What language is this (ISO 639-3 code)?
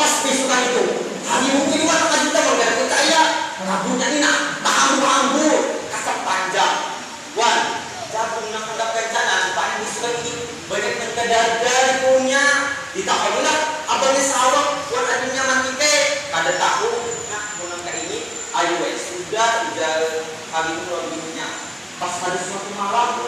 bjn